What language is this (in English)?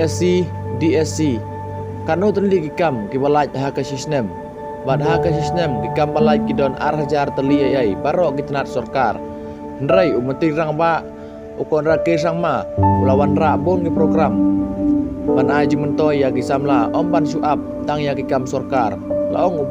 Khasi